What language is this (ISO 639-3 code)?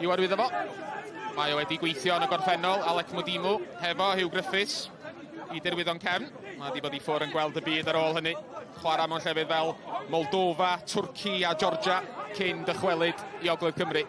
cym